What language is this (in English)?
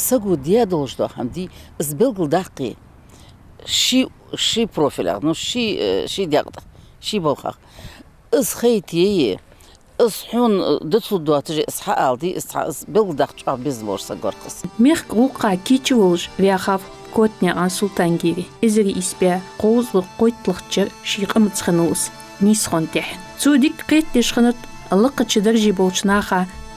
Ingush